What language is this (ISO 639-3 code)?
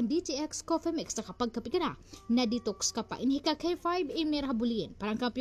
war